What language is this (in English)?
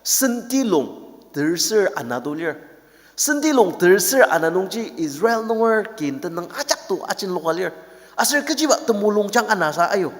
Ao Naga